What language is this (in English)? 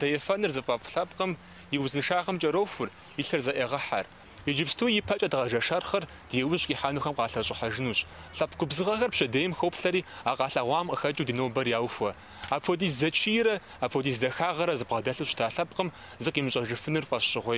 Kabardian